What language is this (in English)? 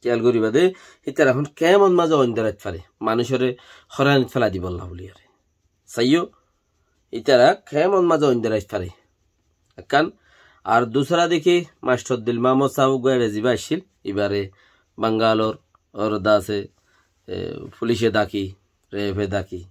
Rohingya